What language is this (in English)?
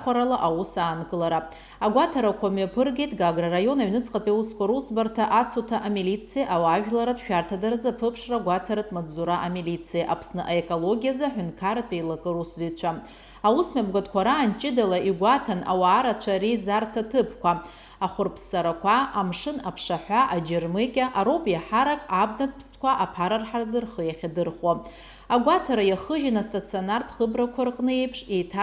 Abkhazian